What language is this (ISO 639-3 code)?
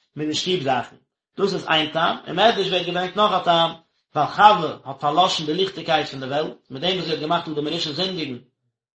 yid